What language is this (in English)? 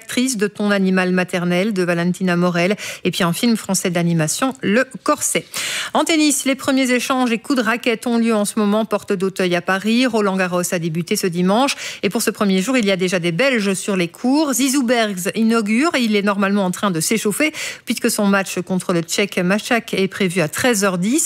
French